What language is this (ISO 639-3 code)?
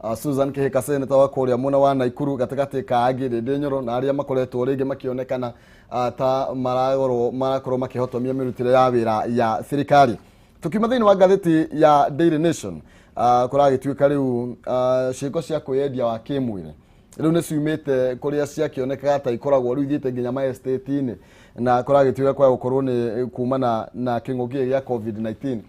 kik